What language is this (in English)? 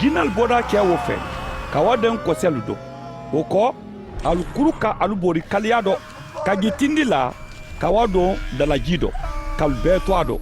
Mandingo